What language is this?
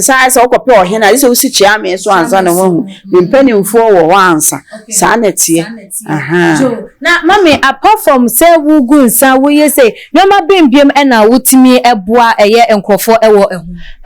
Akan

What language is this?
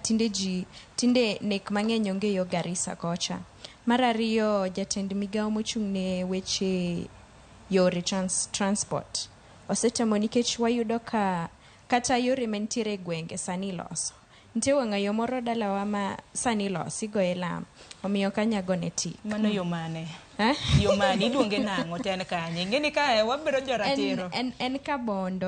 Luo (Kenya and Tanzania)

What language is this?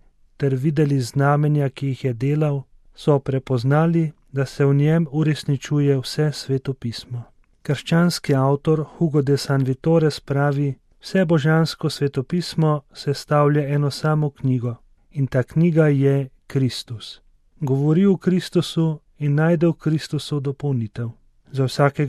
Slovenian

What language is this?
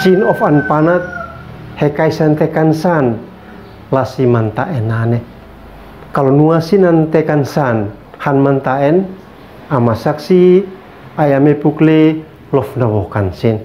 Uab Meto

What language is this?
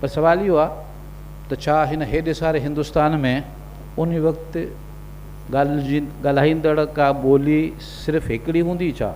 Sindhi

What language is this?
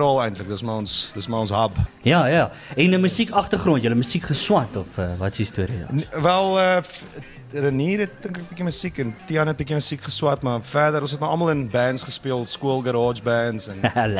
Afrikaans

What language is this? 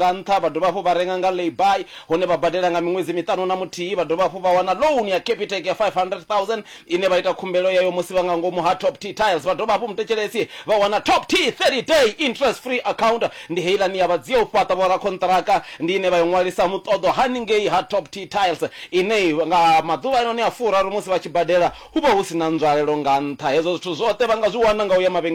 Venda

